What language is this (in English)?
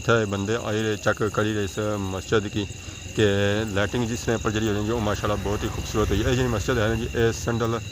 Pahari-Potwari